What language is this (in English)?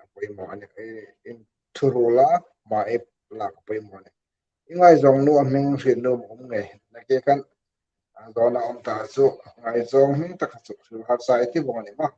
Hmar